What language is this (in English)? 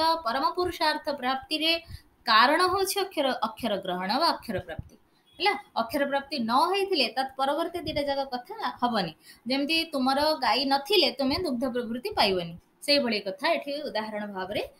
Odia